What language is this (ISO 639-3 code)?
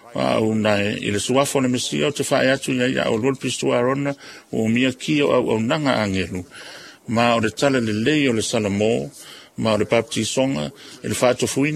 smo